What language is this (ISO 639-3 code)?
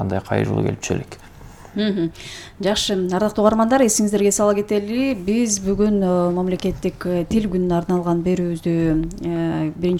kir